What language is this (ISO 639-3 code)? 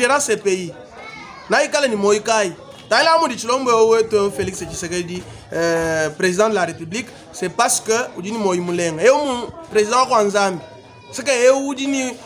lua